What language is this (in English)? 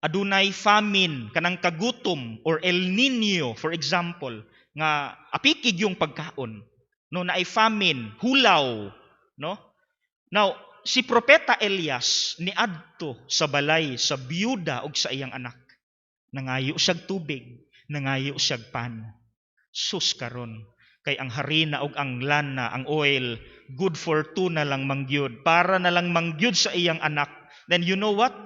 Cebuano